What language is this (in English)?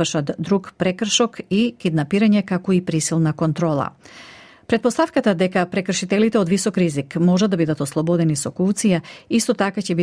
Macedonian